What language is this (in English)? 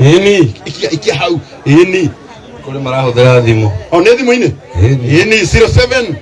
Kikuyu